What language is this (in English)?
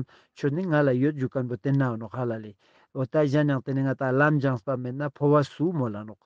Ladakhi